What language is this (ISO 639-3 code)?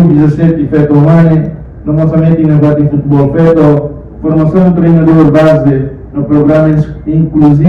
tet